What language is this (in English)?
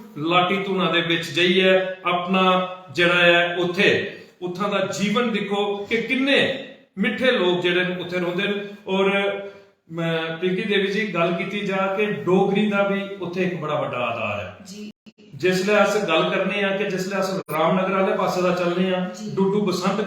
Dogri